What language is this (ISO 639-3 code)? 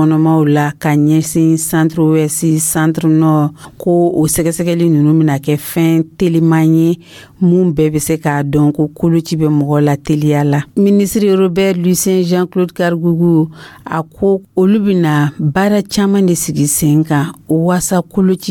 dyu